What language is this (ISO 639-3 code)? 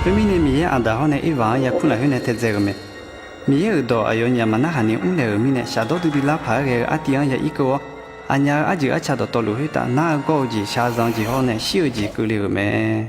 ahk